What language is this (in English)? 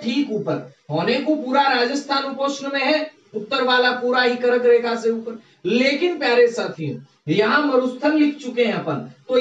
Hindi